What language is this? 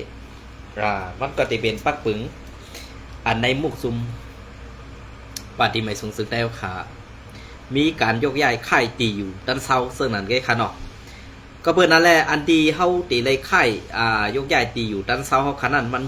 Shan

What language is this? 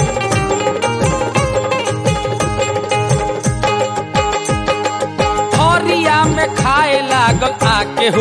Bhojpuri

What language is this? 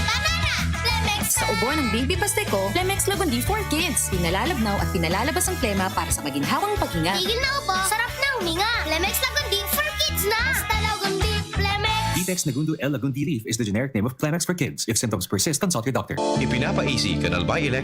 Bikol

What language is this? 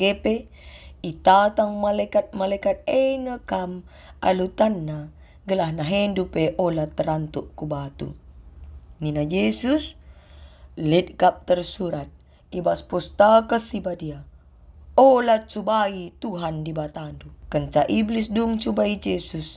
Batak Karo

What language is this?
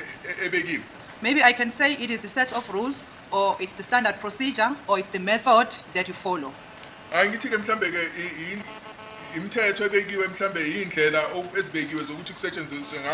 Zulu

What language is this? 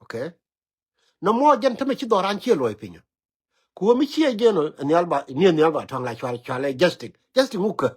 Nuer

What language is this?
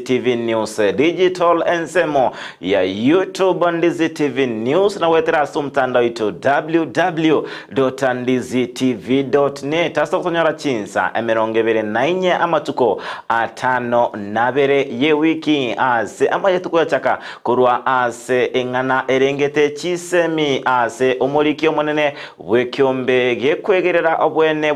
Gusii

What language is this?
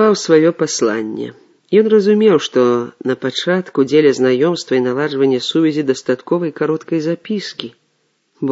Belarusian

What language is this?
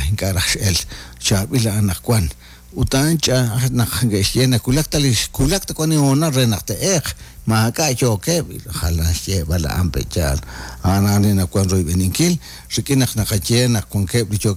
Kekchí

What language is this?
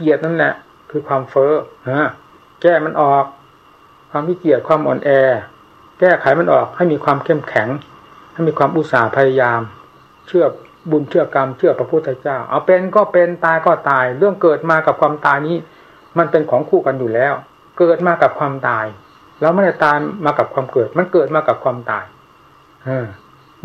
Thai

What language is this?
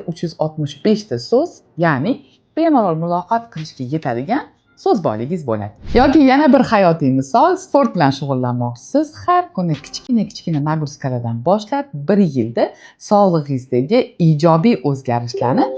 Uzbek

